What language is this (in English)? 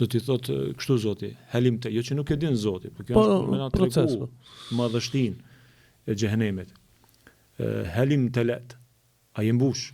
Albanian